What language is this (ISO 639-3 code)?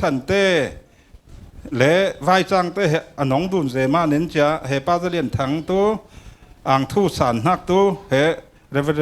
cfm